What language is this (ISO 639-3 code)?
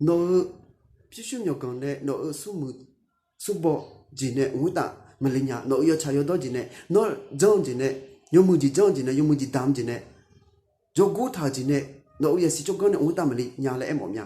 ahk